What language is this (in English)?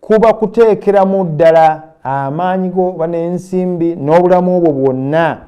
Ganda